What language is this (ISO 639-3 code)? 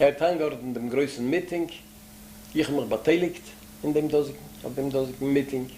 yid